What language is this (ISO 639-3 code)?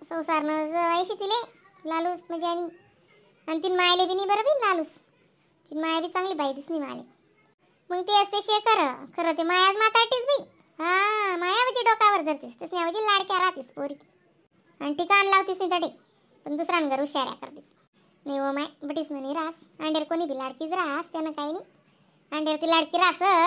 khn